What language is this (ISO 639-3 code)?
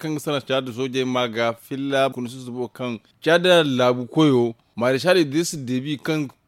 dje